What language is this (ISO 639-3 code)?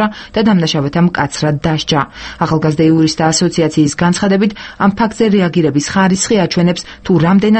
kat